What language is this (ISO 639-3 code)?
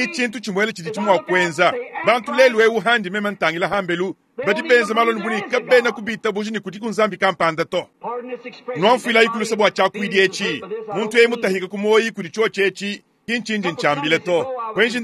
lua